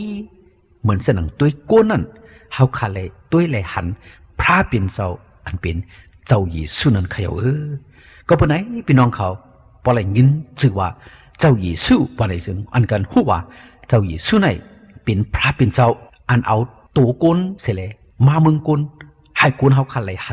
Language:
Shan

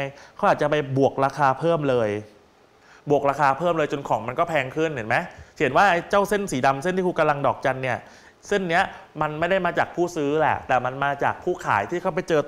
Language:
Thai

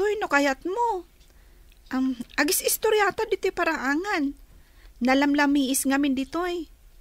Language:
Iloko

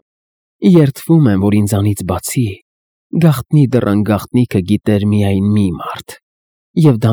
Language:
Armenian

